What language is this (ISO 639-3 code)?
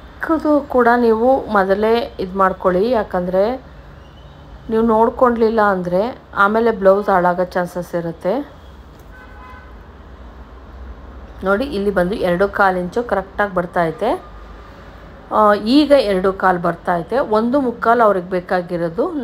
kan